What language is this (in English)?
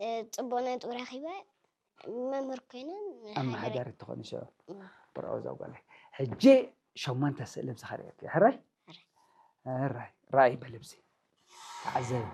Tigrinya